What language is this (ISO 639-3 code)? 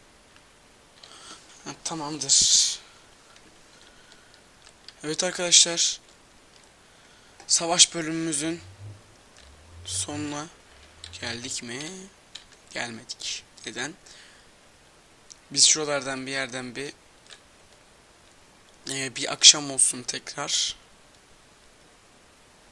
tur